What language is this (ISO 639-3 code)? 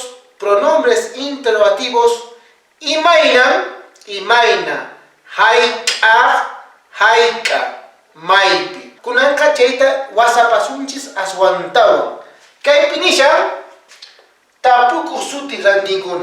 que